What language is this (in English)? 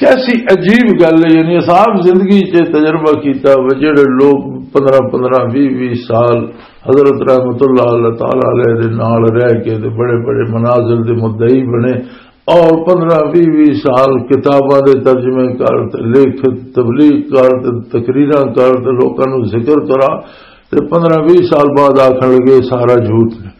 Western Panjabi